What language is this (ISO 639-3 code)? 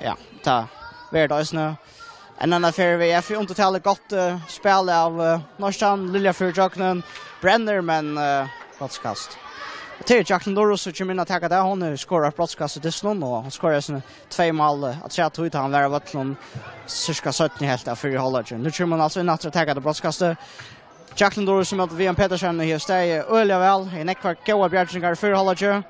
fao